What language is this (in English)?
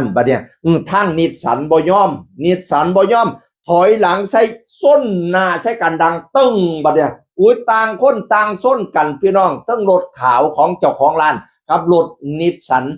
Northeastern Thai